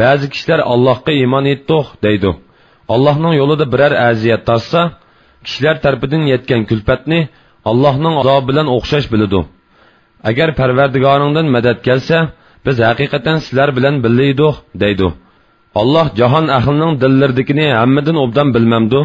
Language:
Uyghur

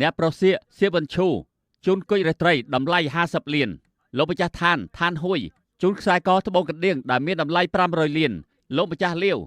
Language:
Khmer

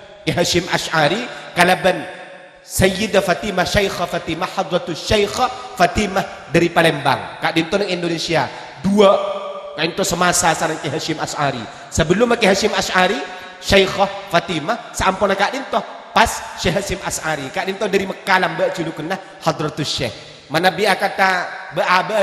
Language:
Madurese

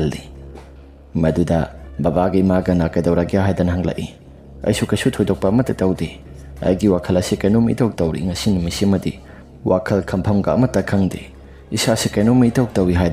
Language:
Manipuri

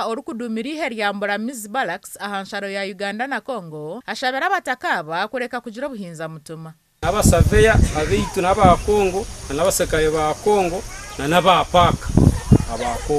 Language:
Nyankole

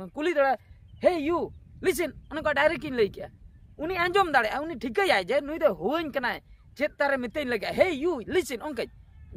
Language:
Santali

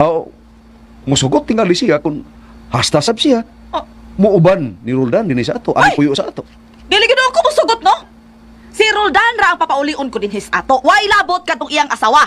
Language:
Cebuano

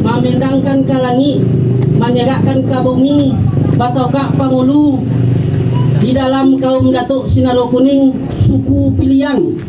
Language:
Minangkabau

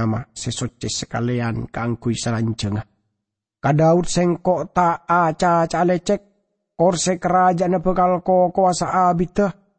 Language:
Madurese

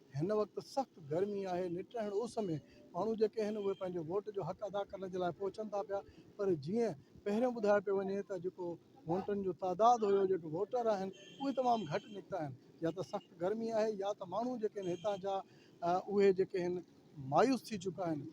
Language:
Sindhi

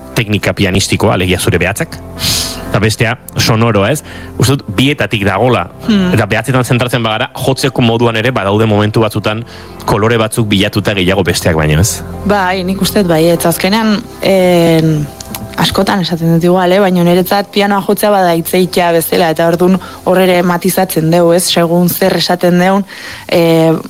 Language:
Basque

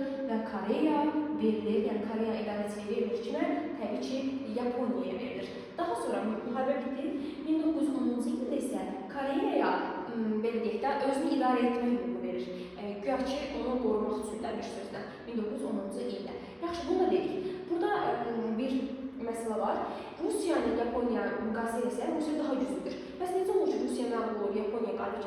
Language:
Azerbaijani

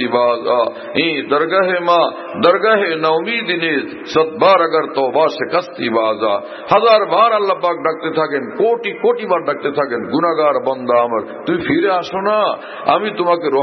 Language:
Bangla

